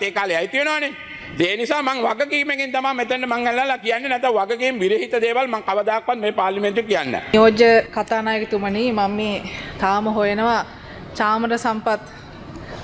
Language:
Sinhala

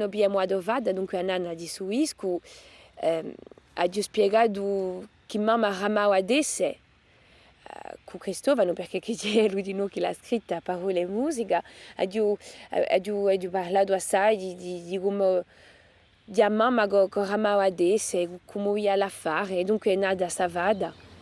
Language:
Corsican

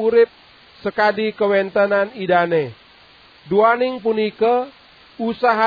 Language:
Balinese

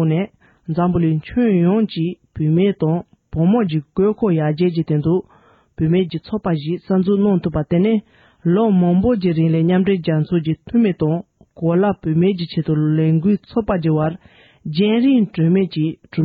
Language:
Tibetan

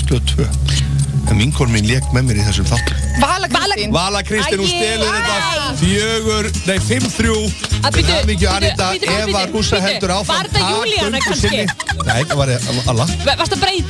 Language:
Icelandic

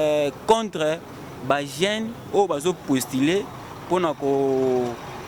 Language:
Lingala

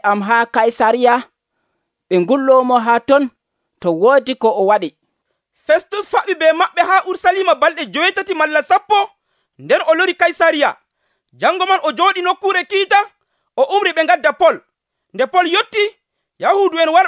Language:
Nigerian Fulfulde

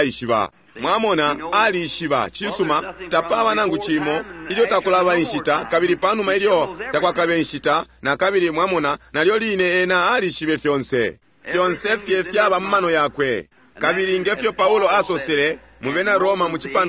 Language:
Bemba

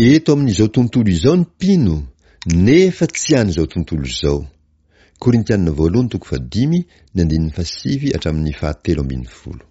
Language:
Malagasy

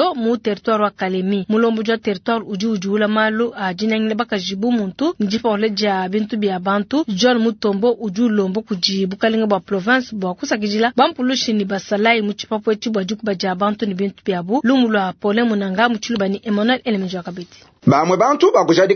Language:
Luba-Lulua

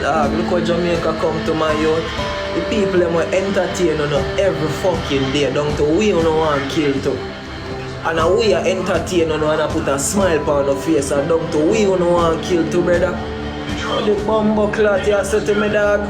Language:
Jamaican Creole English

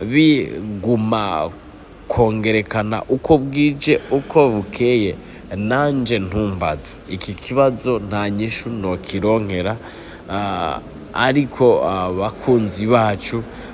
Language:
Rundi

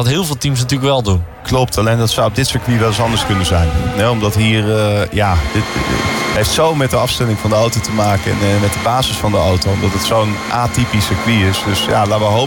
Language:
Dutch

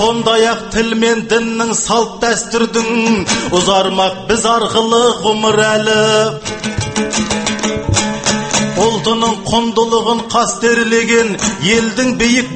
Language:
Kazakh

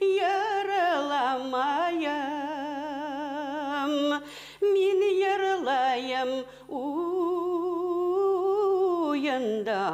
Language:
Bashkir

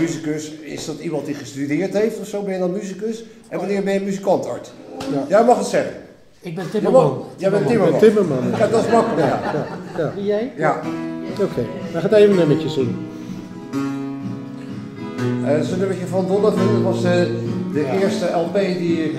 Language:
Dutch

